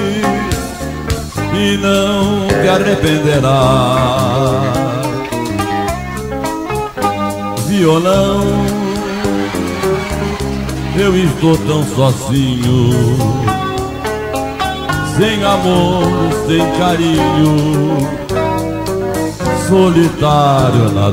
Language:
Portuguese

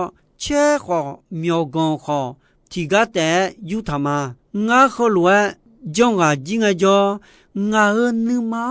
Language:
Akha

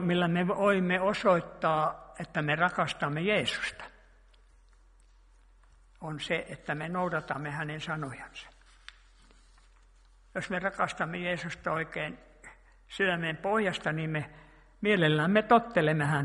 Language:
Finnish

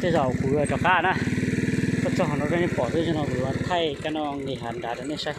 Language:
Hmong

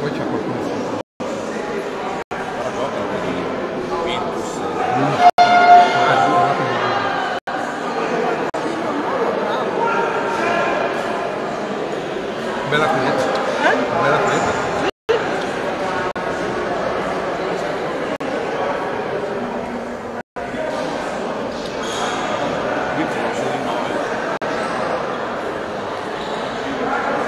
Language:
Italian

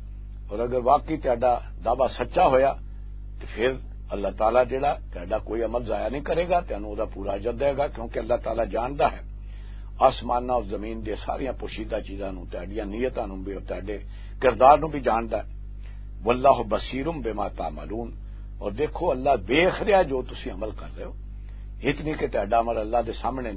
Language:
Western Panjabi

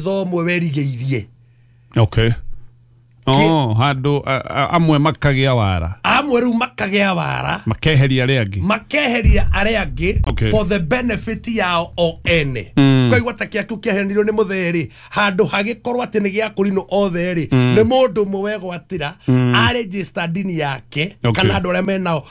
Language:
Kikuyu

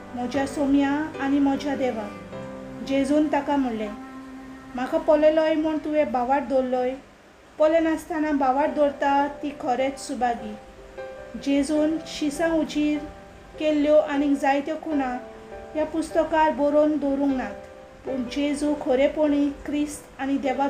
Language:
Konkani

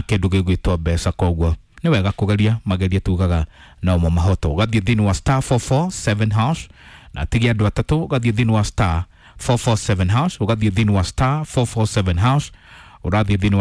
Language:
Kikuyu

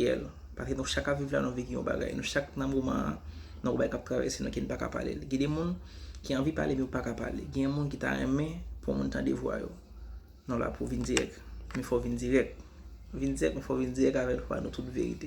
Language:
Haitian Creole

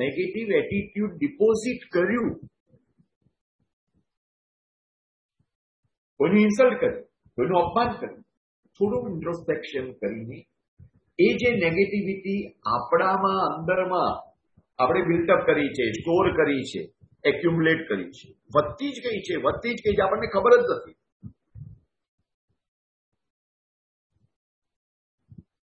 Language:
Gujarati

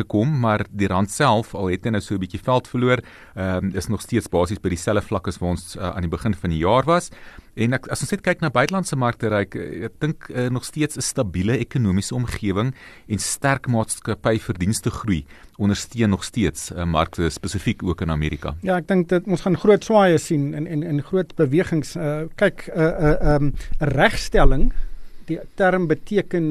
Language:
Afrikaans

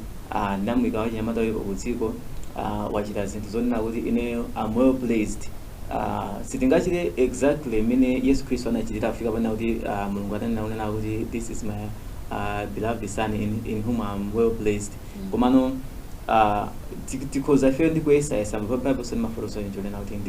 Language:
Nyanja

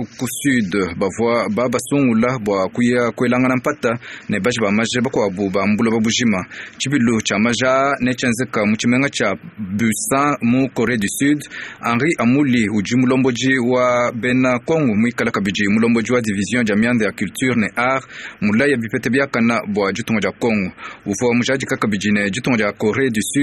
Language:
Luba-Lulua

